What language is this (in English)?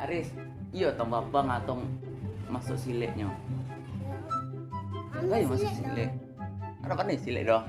Minangkabau